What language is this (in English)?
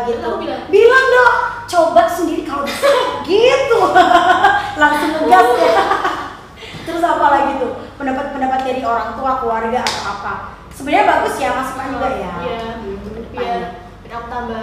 Indonesian